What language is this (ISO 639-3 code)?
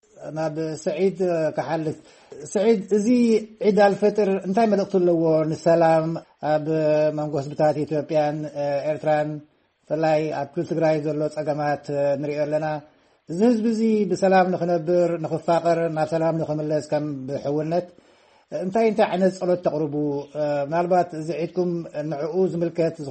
tir